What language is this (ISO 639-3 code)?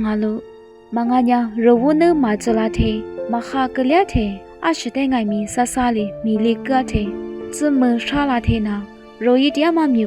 lis